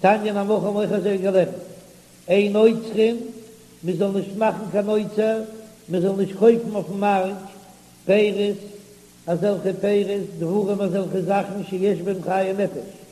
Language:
Yiddish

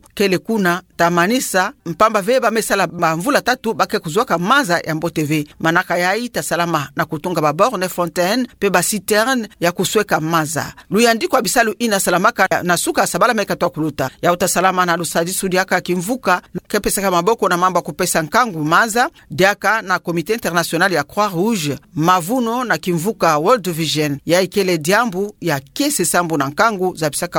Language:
Kituba (Democratic Republic of Congo)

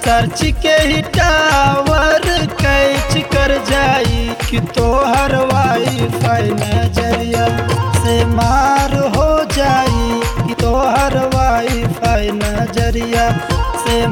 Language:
Bhojpuri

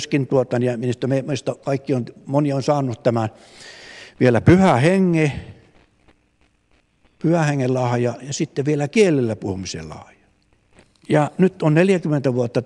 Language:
Finnish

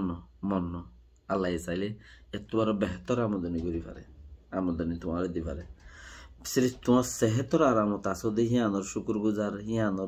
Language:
Rohingya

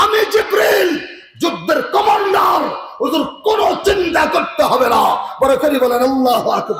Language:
Rohingya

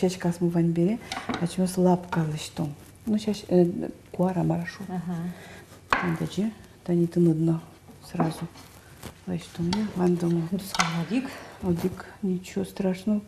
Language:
Udmurt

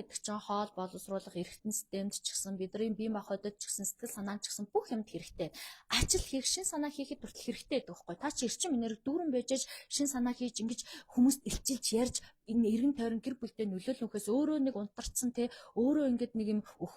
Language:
Mongolian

